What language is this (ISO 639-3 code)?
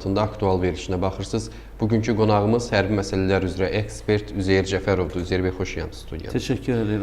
aze